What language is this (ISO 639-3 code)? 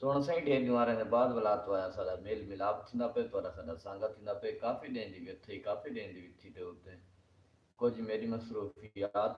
skr